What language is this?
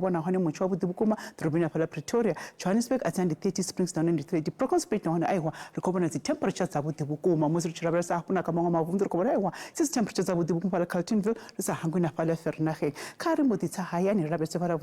Venda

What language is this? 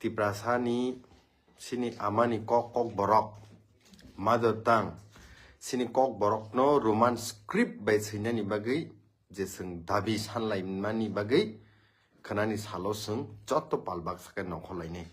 Kok Borok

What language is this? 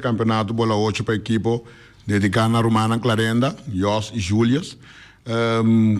Papiamento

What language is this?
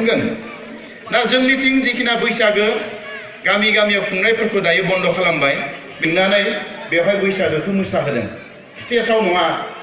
Bodo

